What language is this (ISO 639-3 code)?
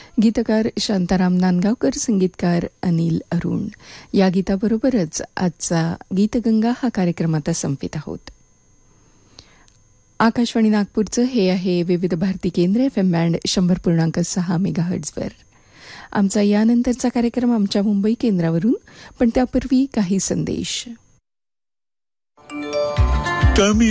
mar